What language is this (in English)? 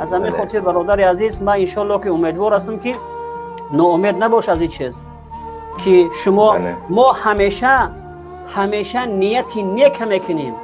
Tajik